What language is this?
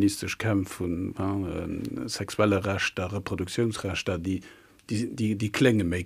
Luxembourgish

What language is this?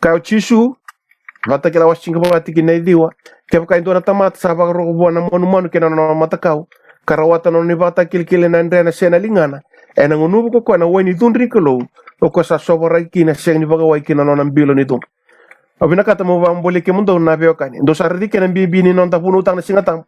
Fijian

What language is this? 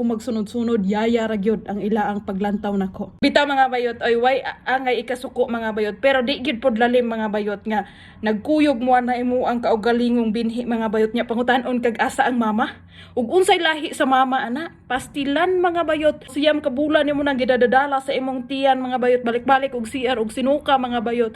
Cebuano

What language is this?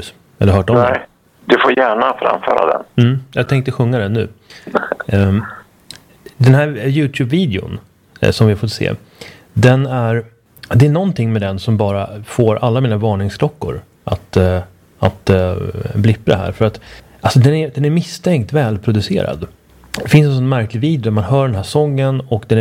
Swedish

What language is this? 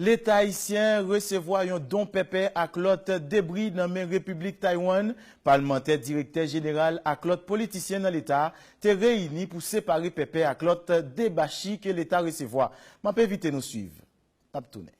Haitian Creole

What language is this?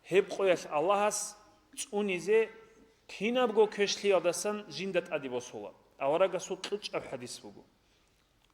Avaric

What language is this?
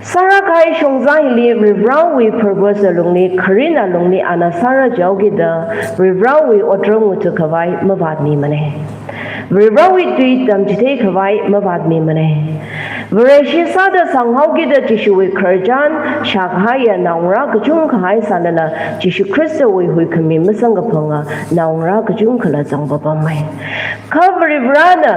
Tangkhul Naga (India)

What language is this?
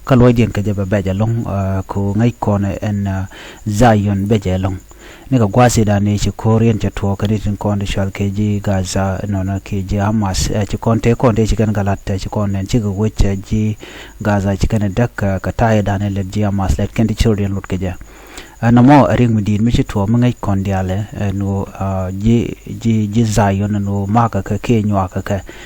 Nuer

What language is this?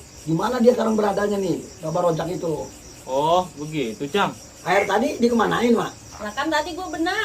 Betawi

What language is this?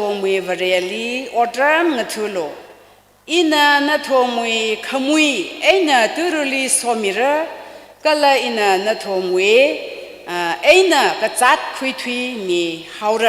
Tangkhul Naga (India)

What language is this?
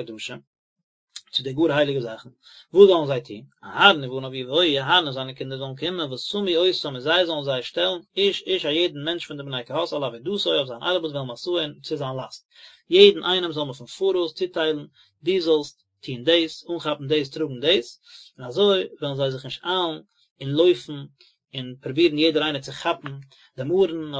Yiddish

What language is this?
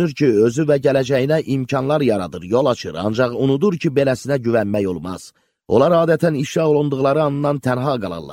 Azerbaijani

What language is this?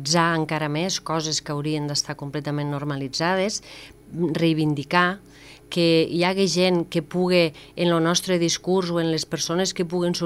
Catalan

